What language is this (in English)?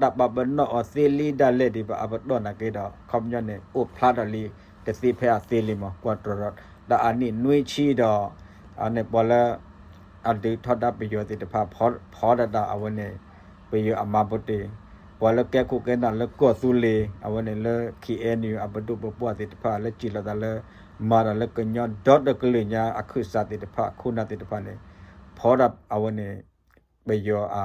S'gaw Karen